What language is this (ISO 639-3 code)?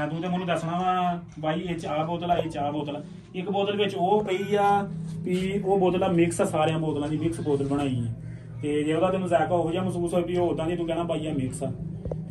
pan